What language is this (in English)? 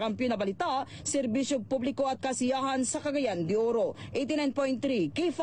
Filipino